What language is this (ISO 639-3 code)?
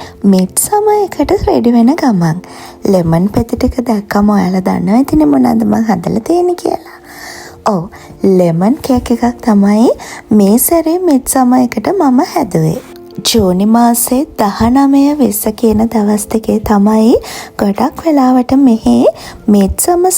sin